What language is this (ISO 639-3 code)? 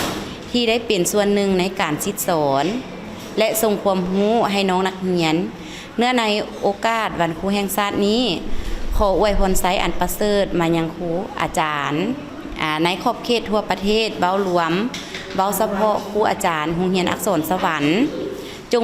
lao